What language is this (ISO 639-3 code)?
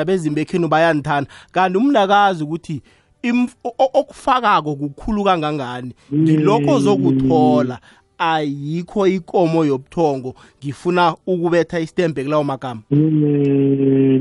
nbl